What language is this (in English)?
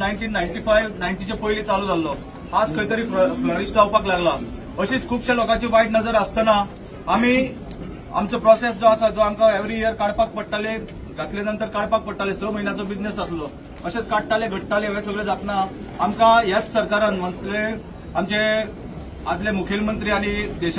Konkani